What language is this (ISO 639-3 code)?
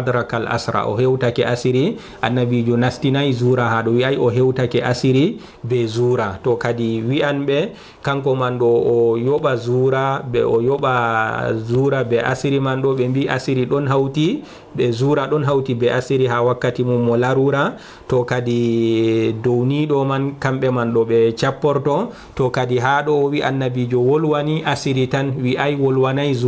ful